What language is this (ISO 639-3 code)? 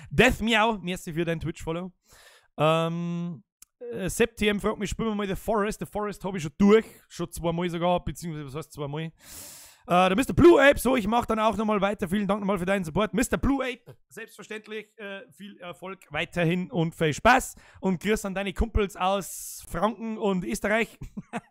bar